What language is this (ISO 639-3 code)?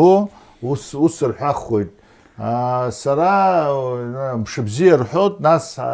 abk